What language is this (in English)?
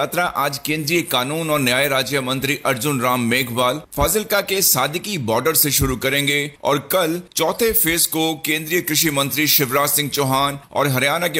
Hindi